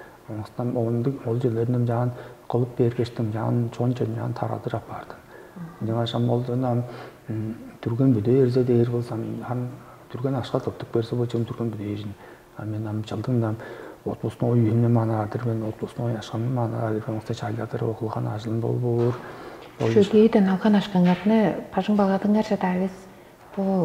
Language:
Tuvinian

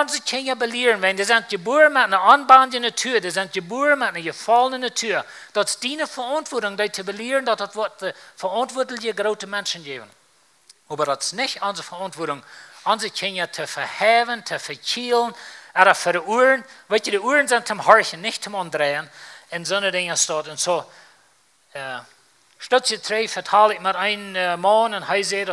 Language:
Plautdietsch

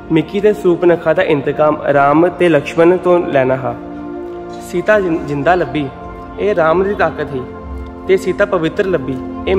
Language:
Dogri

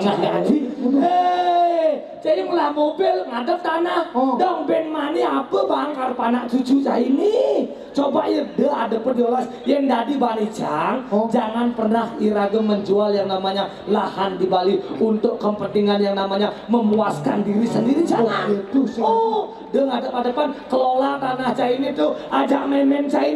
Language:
Balinese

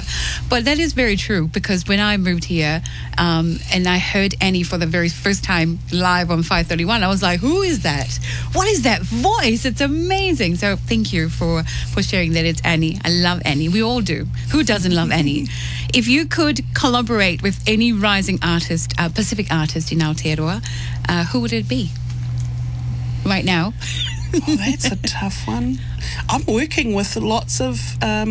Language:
English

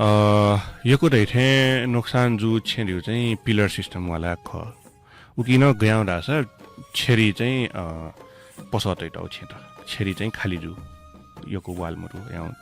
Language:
Newari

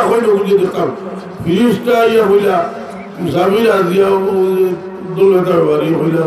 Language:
Sylheti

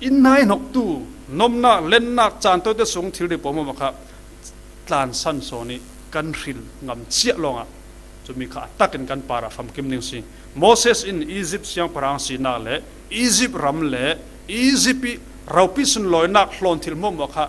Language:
Falam Chin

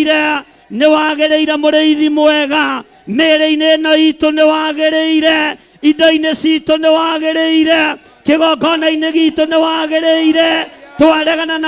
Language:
Kikuyu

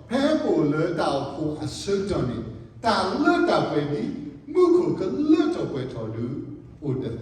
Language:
S'gaw Karen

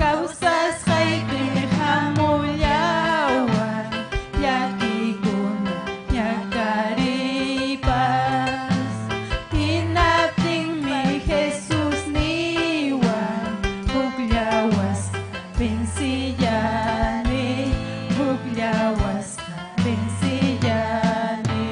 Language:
Ayacucho Quechua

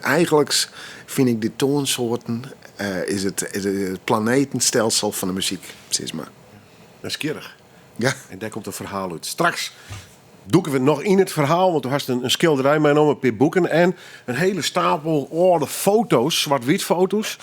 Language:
Western Frisian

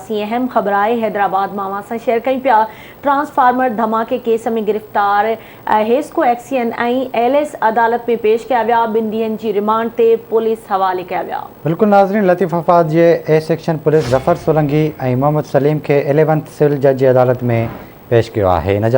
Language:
Sindhi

